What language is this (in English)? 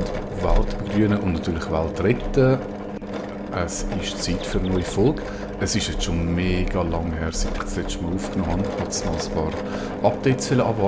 Swiss German